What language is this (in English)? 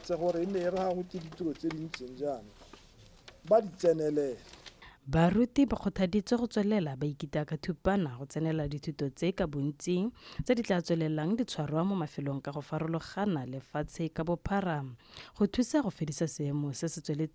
Tswana